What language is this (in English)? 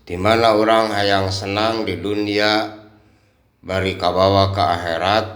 Sundanese